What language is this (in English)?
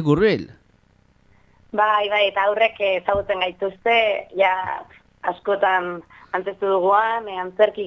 Basque